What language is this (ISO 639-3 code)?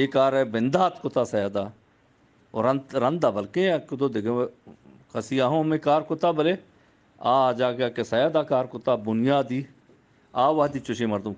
bgp